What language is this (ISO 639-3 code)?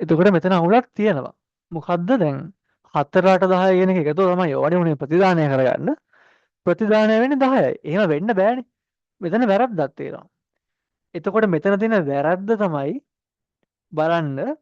sin